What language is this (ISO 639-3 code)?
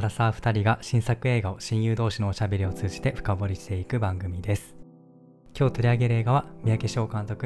jpn